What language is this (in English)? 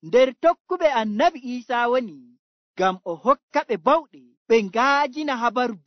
Nigerian Fulfulde